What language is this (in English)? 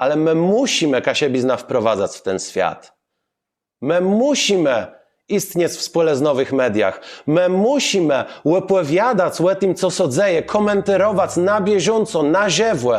Kashubian